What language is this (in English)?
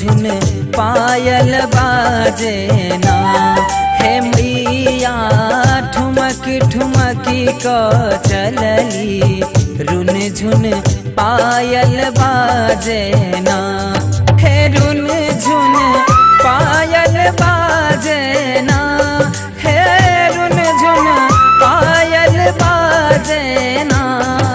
Maithili